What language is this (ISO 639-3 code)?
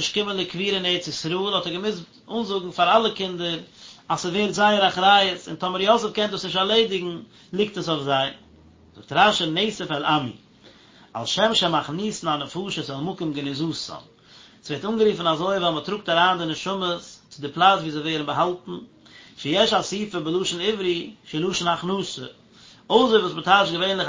yid